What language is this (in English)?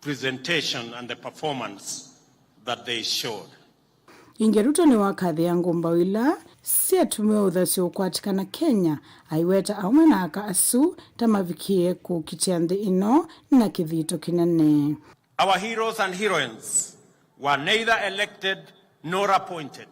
Kamba